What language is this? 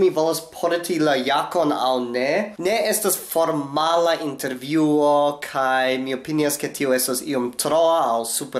Esperanto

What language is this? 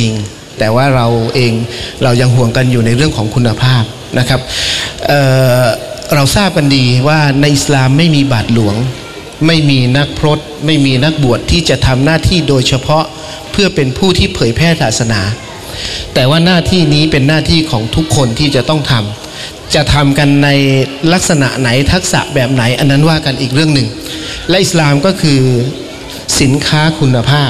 Thai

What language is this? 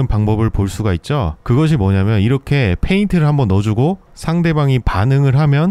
Korean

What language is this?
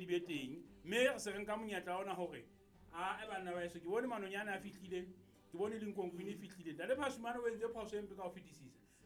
Southern Sotho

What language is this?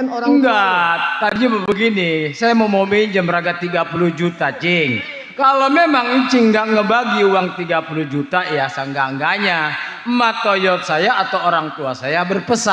Betawi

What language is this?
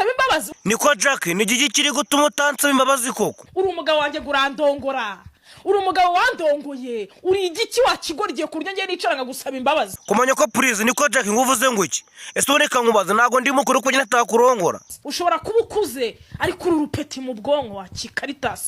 Kinyarwanda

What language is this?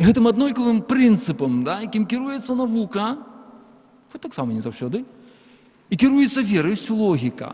Belarusian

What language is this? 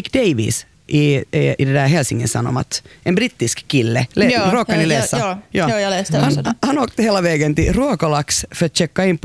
Swedish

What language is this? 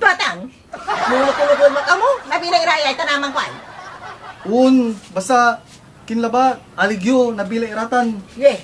Pangasinan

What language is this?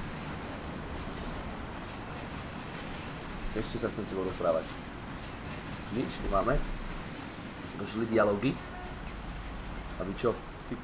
Slovak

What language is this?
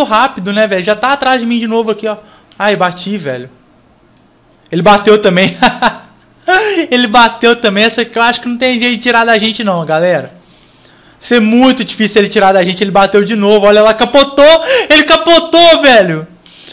Portuguese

